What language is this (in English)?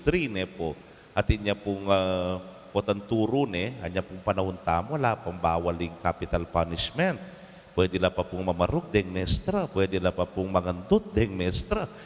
Pampanga